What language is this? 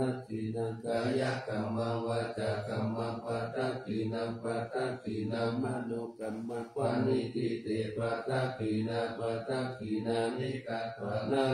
Pali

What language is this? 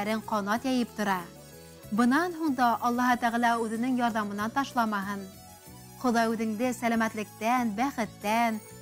Bashkir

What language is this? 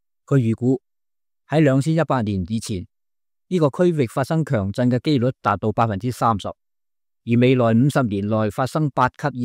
Cantonese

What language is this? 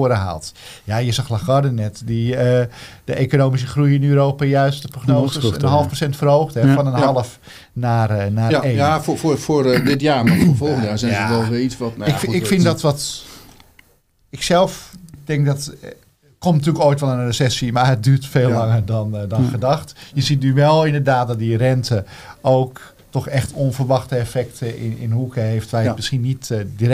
Dutch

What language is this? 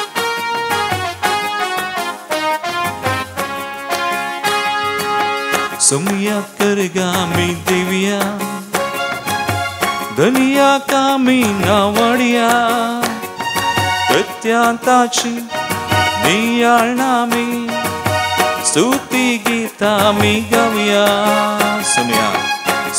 Konkani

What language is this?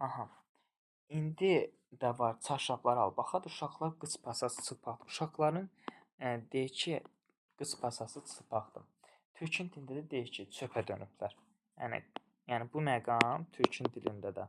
Azerbaijani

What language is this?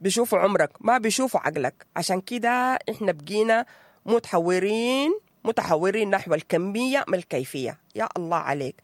Sudanese Arabic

